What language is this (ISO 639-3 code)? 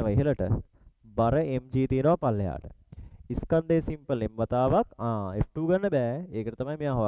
sin